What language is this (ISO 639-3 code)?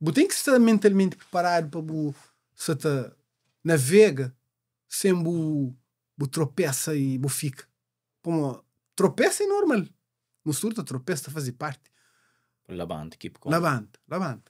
kea